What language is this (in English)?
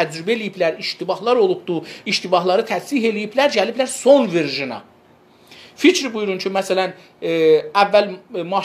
South Azerbaijani